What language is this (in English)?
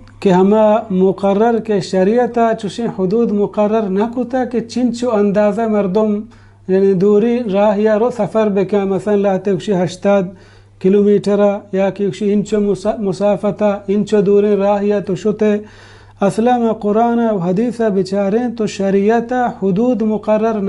Baluchi